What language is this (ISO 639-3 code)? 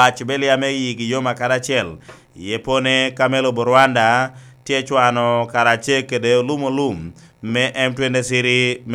laj